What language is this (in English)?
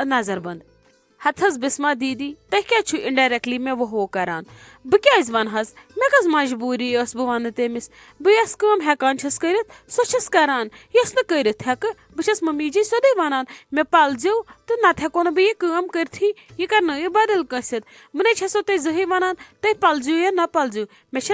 Kashmiri